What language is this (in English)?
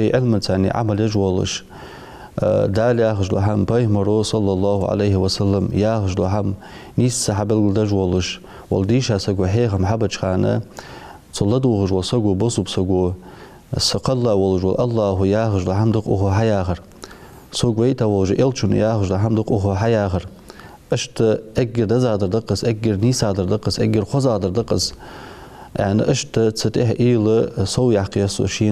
Ingush